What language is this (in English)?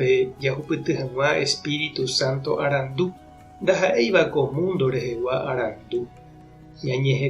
Guarani